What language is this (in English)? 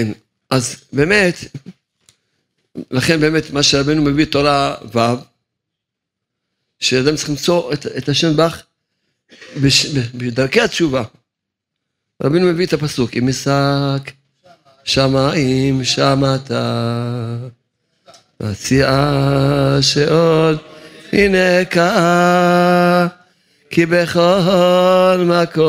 Hebrew